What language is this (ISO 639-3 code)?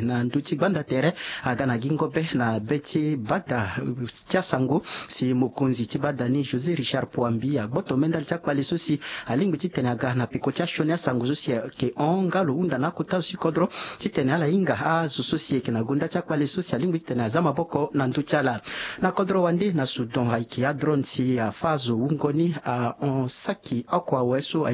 sag